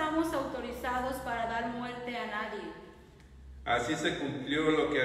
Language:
Spanish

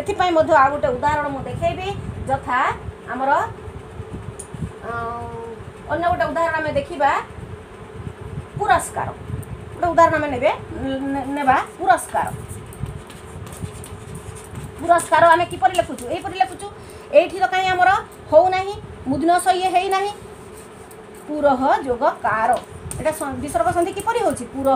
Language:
Odia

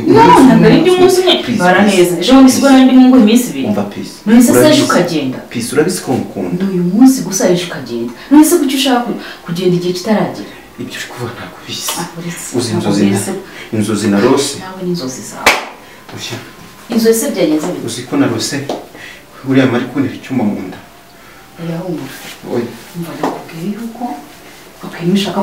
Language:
Kinyarwanda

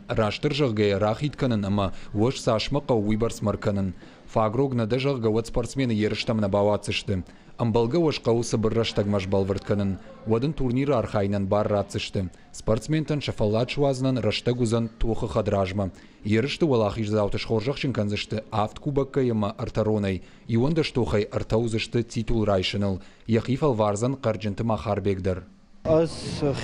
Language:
Ossetic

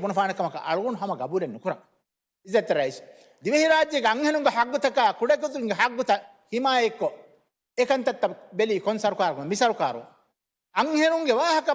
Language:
Divehi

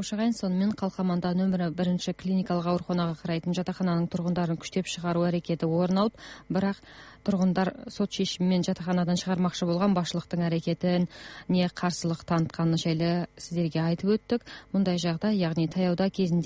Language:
Kazakh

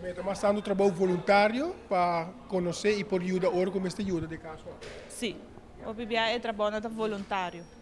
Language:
Papiamento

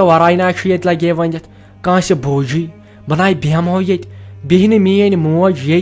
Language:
Kashmiri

